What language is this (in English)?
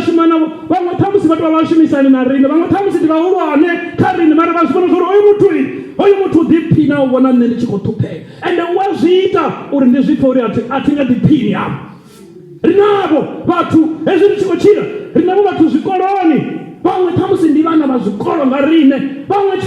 Venda